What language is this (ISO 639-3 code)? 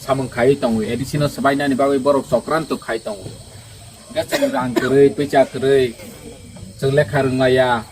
trp